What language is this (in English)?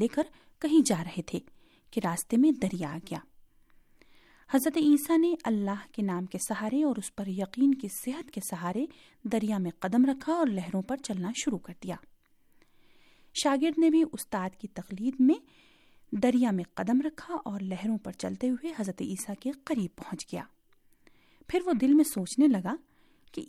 Urdu